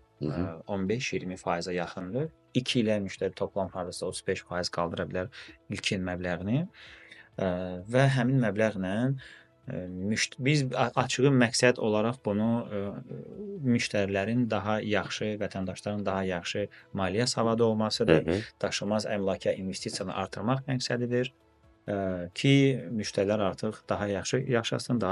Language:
Azerbaijani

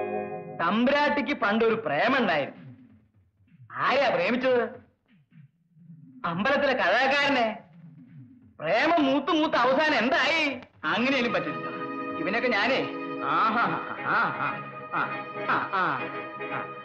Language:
Malayalam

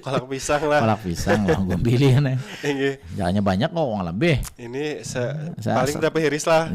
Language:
Banjar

